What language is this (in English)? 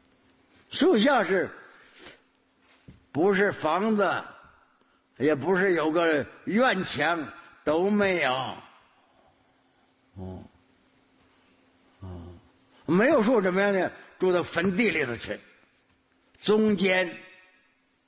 Chinese